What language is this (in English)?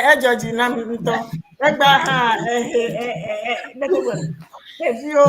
Ewe